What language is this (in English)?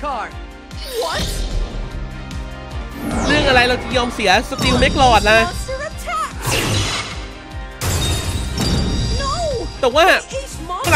Thai